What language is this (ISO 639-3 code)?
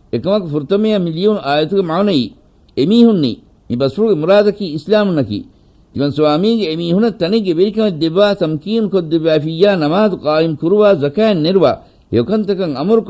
div